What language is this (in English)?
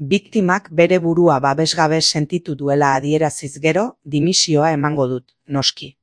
Basque